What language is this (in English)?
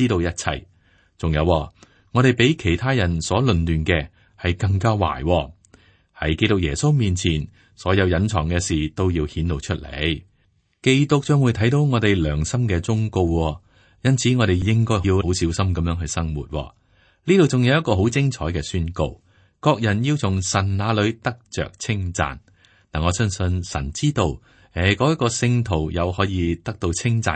Cantonese